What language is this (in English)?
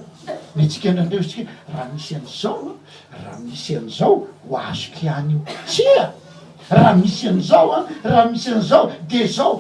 Malagasy